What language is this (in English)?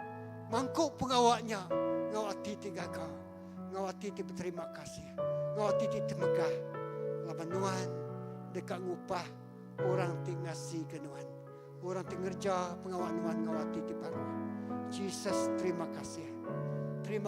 Iban